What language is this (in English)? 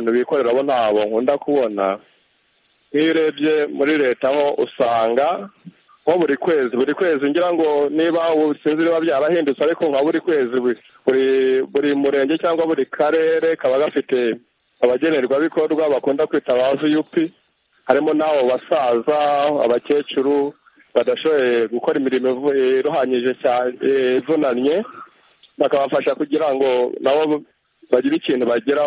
Kinyarwanda